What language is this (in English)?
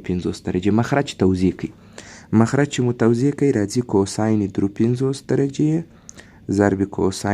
Pashto